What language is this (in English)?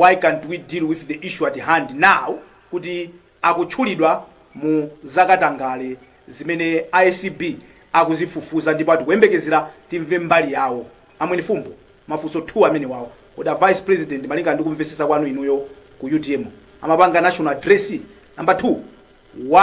Nyanja